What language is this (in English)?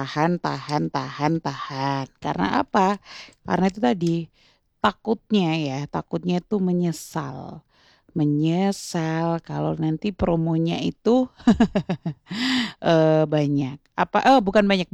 Indonesian